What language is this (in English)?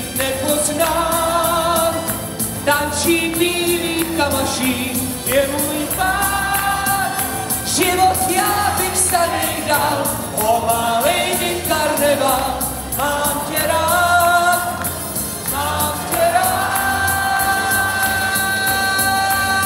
Czech